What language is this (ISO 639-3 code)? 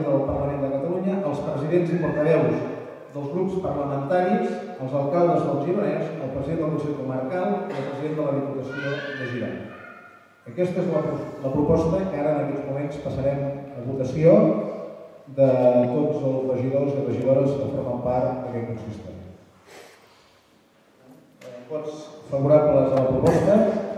cat